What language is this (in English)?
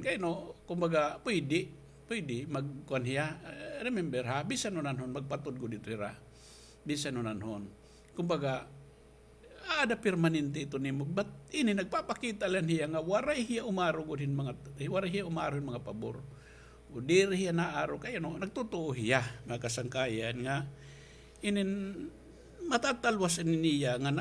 Waray